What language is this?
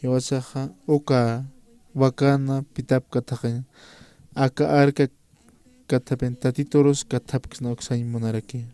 Aymara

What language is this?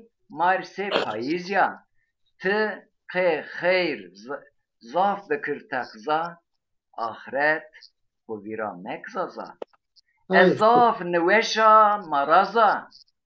Zaza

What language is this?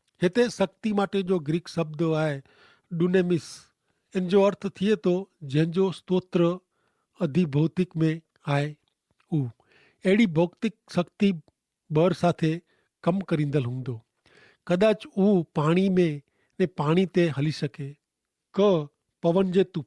Kachhi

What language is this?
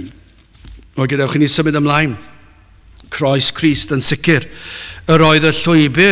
Welsh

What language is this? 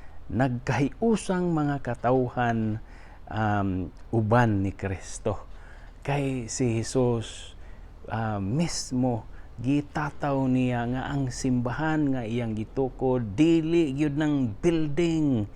Cebuano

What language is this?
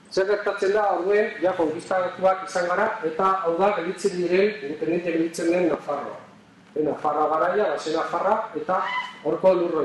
Basque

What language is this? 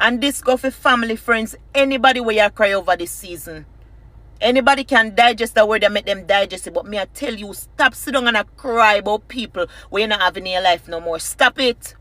Jamaican Creole English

